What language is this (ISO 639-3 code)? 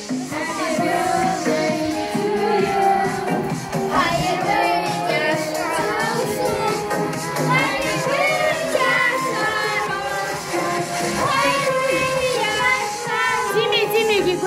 crh